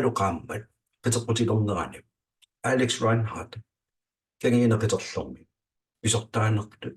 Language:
Kalaallisut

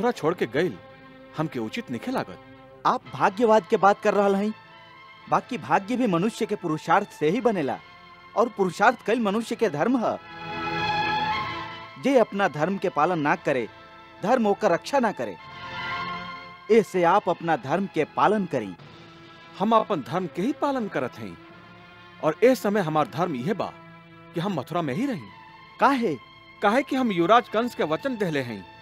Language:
Bhojpuri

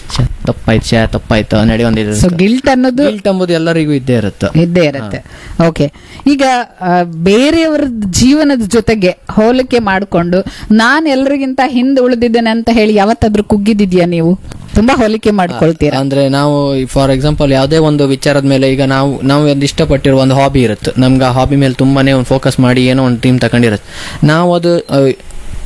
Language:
Kannada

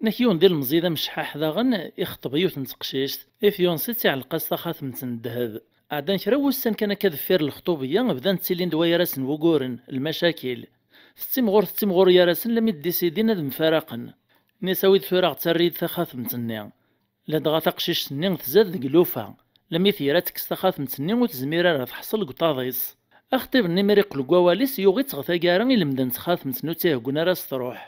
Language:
Kabyle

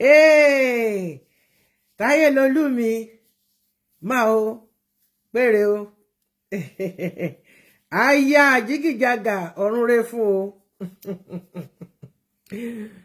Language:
Yoruba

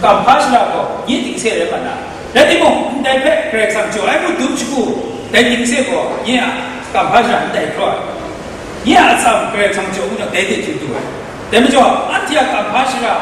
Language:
Kachin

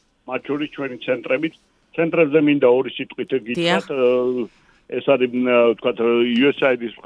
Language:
Georgian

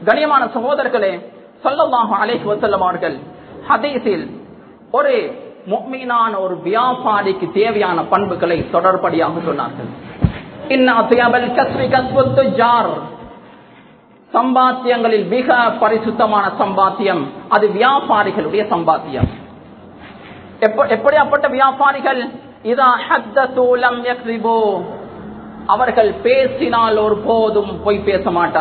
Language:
Tamil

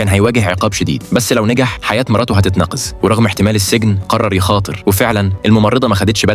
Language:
Egyptian Arabic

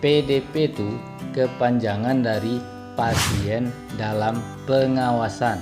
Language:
Minangkabau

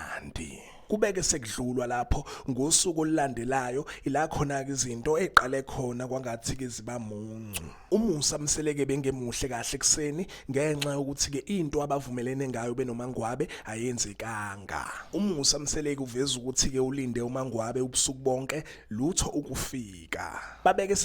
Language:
Zulu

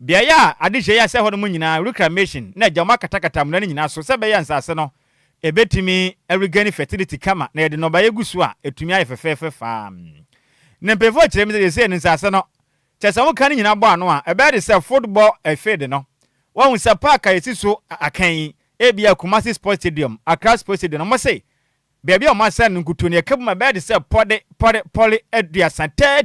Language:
Akan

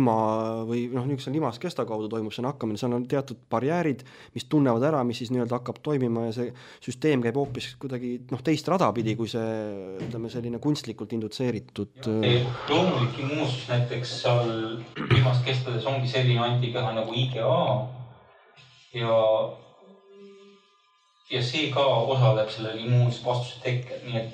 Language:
Estonian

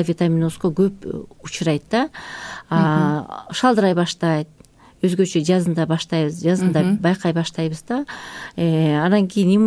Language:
Kyrgyz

